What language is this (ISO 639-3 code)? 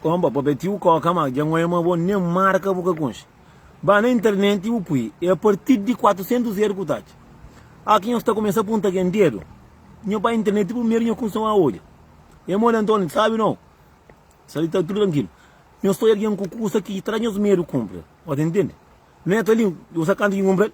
kea